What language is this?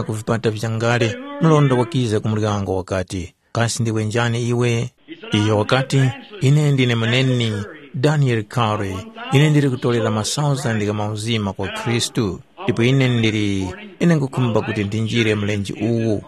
Tumbuka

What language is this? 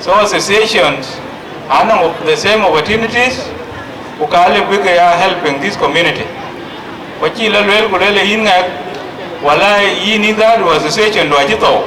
Dinka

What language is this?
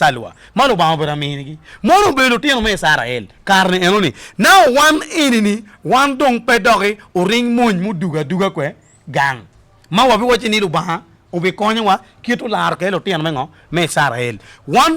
Acoli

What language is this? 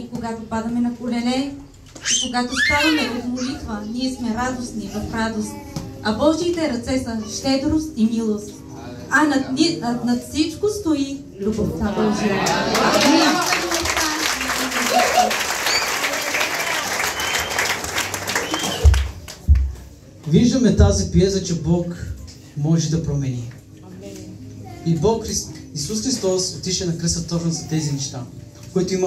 Bulgarian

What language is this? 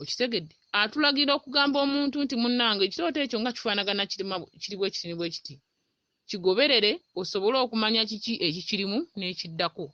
Ganda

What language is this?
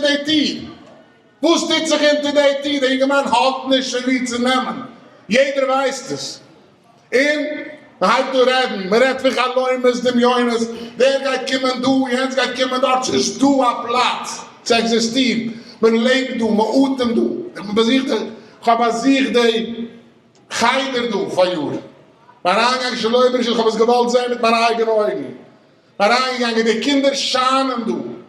Yiddish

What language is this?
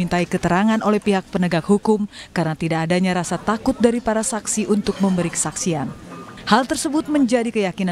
Indonesian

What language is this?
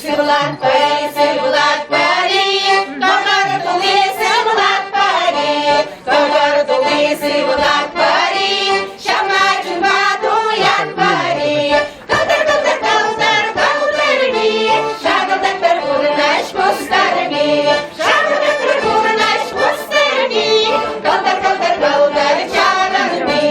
Chuvash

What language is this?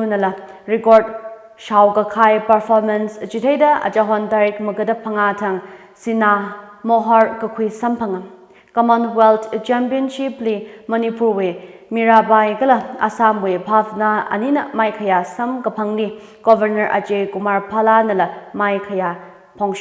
Tangkhul Naga (India)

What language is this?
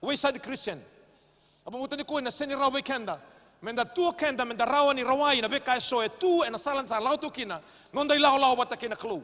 Fijian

